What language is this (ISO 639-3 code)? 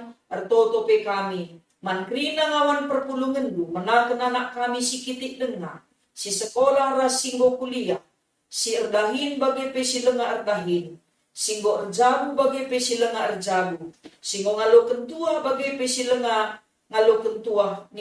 btx